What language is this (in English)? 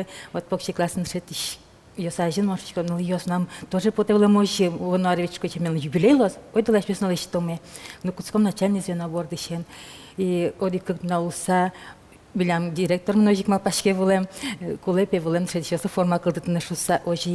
Udmurt